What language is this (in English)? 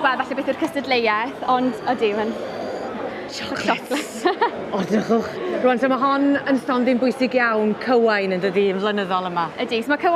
Welsh